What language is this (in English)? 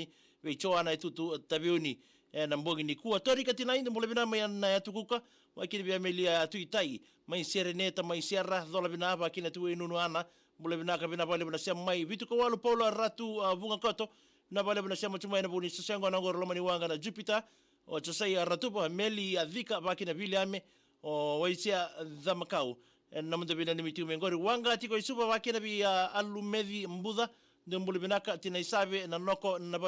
Fijian